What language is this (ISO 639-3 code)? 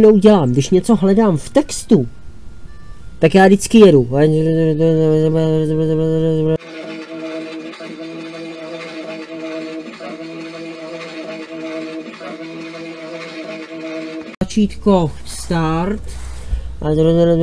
ces